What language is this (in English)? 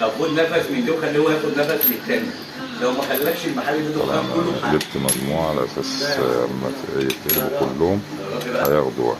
Egyptian Arabic